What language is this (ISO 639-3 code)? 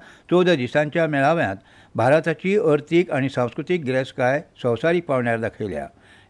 kok